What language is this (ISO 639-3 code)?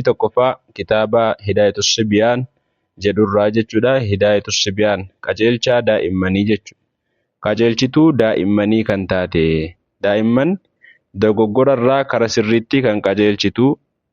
orm